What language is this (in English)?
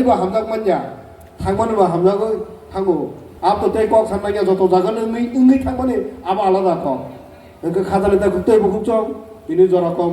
Kok Borok